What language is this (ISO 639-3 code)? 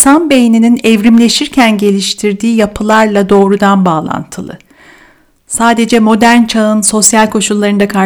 tur